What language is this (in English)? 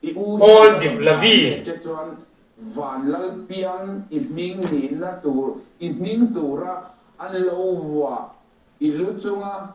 Mizo